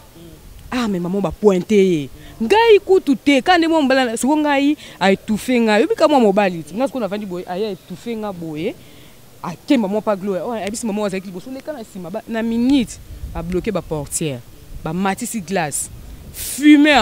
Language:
Lingala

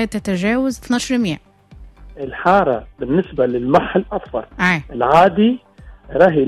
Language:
Tunisian Arabic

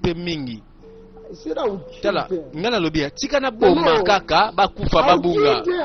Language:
Lingala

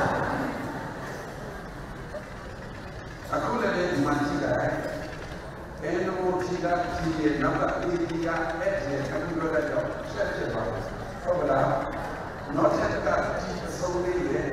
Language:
Burmese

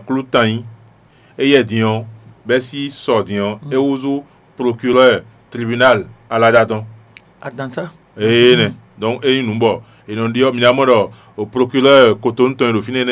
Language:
Fon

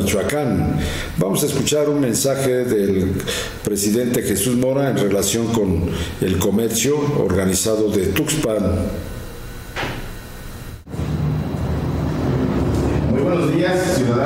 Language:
Spanish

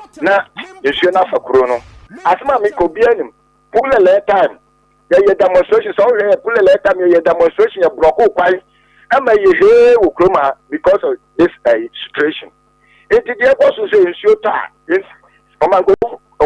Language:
Akan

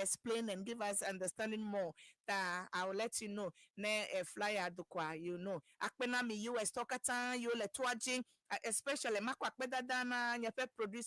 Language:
Ewe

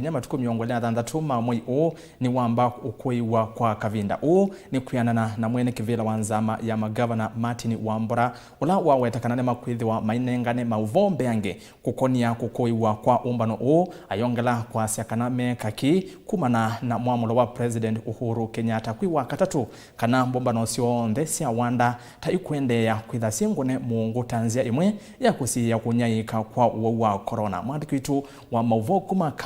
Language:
Kamba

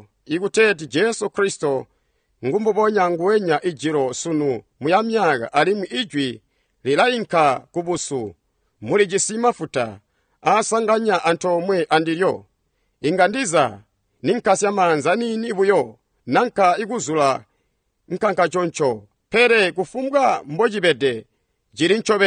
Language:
Tonga (Zambia)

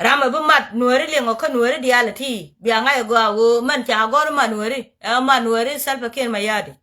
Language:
Nuer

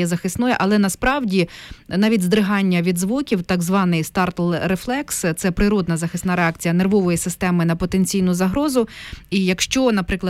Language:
Ukrainian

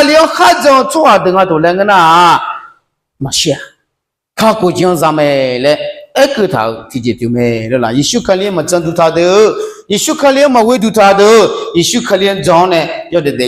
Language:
Akha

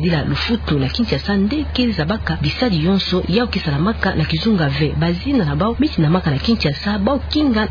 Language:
Kituba (Democratic Republic of Congo)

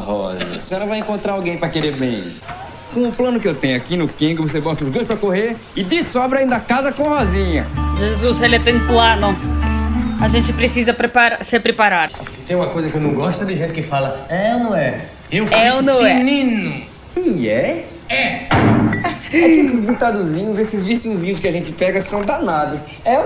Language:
Portuguese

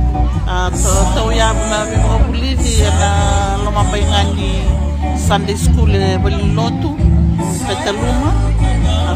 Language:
Fijian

